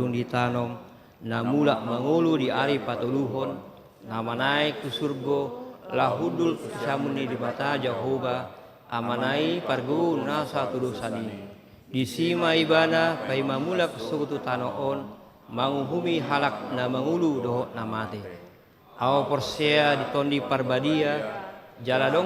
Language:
Batak Toba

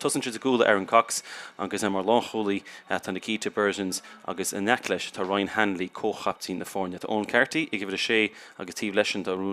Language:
Irish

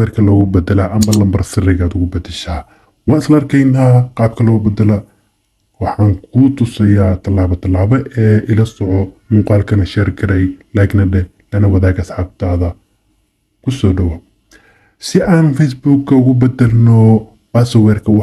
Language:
Somali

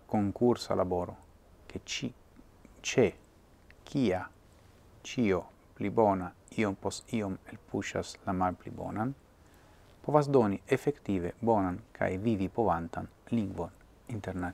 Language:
Esperanto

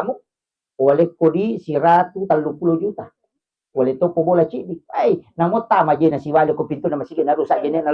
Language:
Buginese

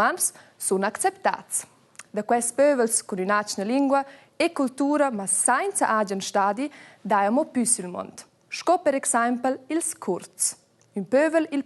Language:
Romansh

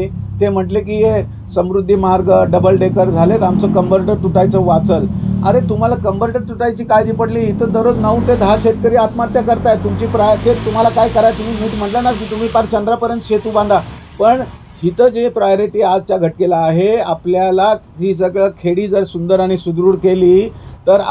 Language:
Marathi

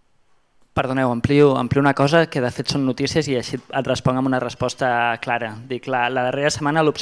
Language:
Catalan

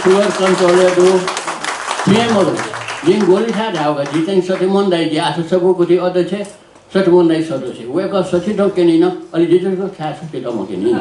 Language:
Newari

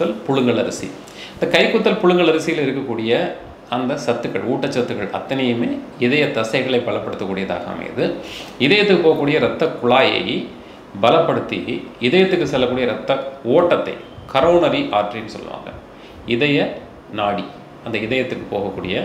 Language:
Tamil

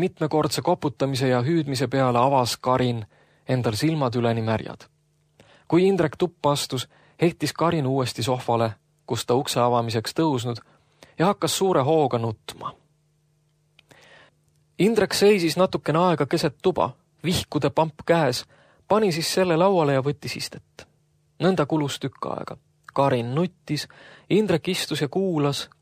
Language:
Estonian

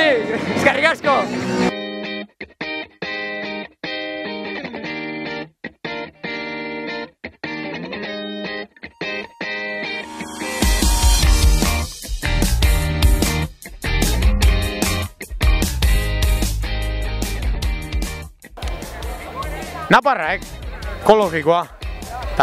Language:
Basque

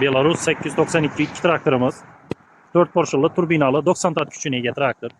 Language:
Uzbek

